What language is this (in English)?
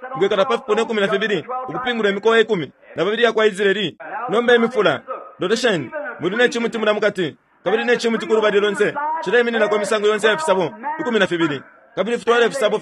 Bemba